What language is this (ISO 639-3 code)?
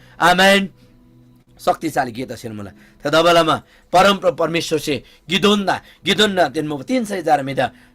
taj